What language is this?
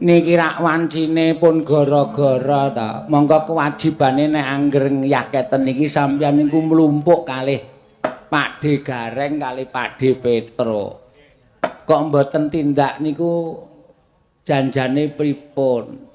Javanese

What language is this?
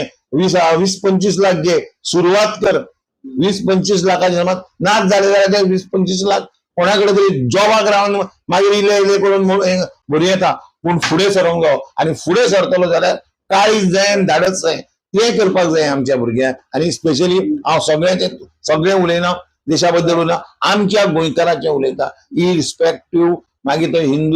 Konkani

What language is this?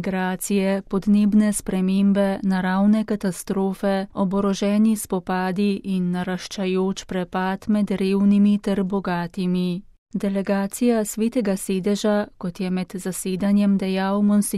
Slovenian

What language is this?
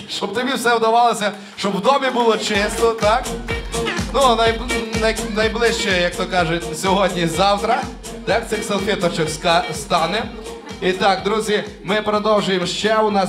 Ukrainian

